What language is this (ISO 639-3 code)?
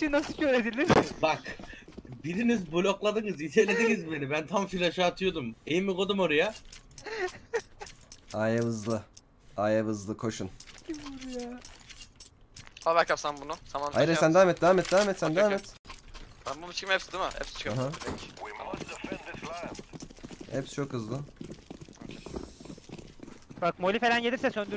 tur